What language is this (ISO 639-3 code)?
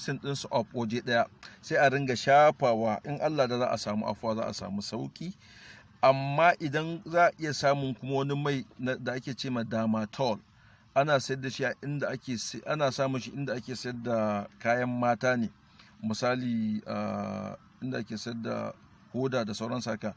hau